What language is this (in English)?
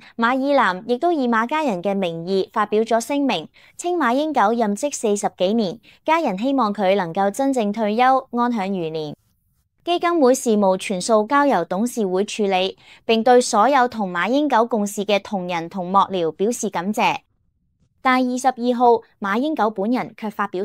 Cantonese